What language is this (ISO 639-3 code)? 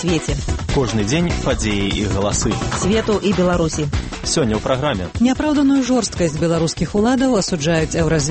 bel